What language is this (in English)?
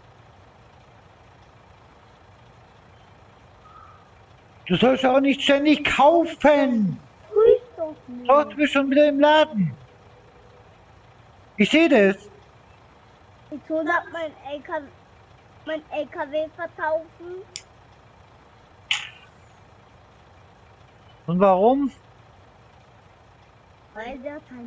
German